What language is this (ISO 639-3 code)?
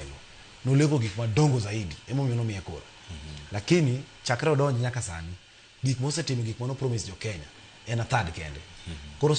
luo